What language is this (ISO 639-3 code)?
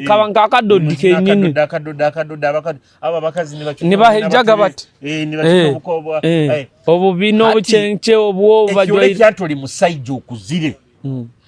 nyo